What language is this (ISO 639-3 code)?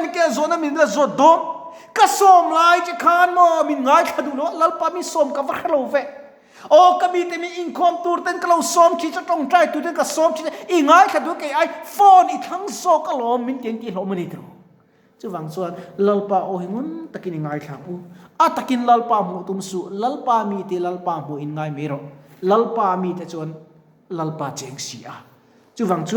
lus